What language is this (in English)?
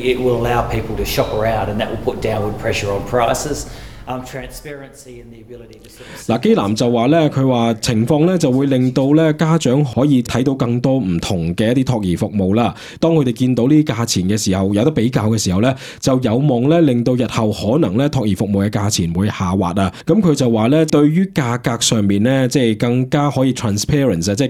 Cantonese